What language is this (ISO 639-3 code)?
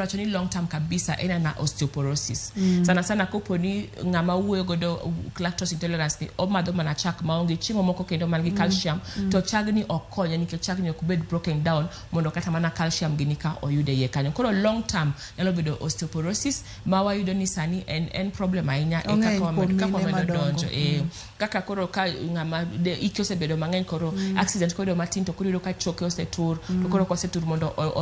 luo